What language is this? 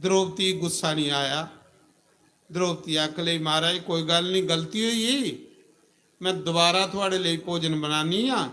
Dogri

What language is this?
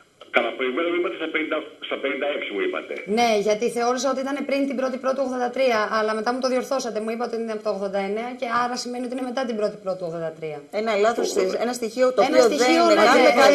Greek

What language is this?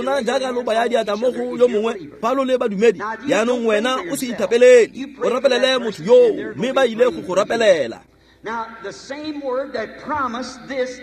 Tswana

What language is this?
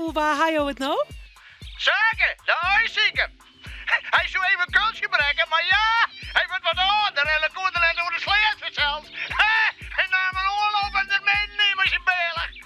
Western Frisian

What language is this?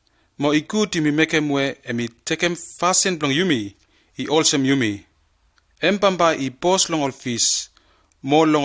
Bislama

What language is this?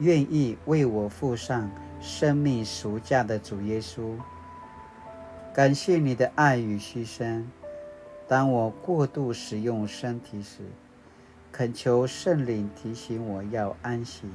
Paiwan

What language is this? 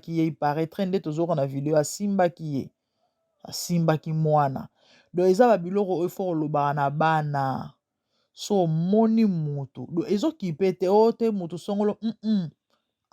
Lingala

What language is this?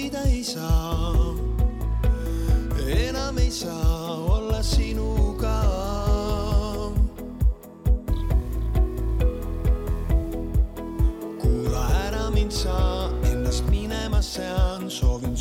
Estonian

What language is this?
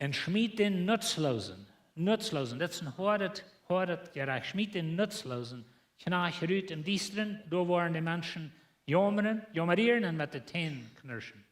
Plautdietsch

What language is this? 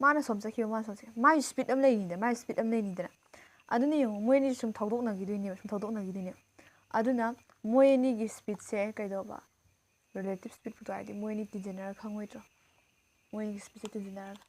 Manipuri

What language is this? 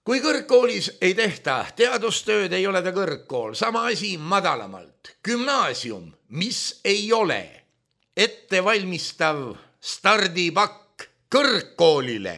Estonian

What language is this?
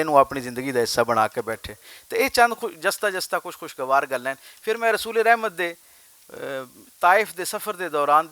Western Panjabi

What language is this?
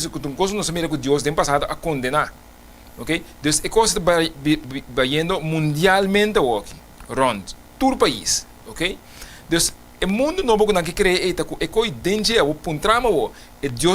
Papiamento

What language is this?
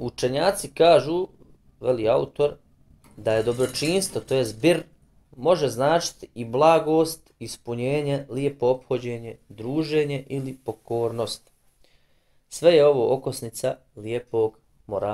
Bosnian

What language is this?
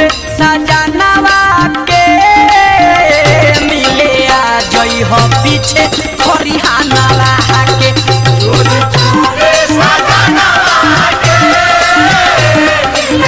Bhojpuri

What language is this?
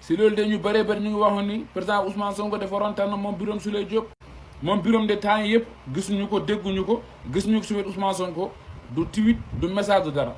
Wolof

